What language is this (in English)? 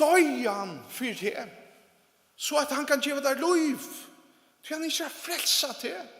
Faroese